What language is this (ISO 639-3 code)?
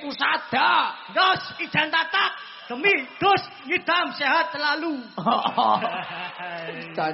jav